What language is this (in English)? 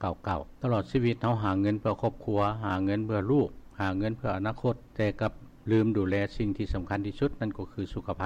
Lao